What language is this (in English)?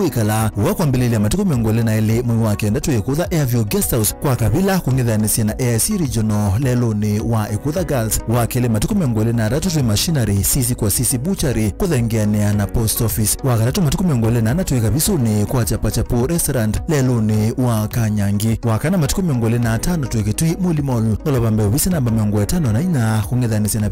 Kamba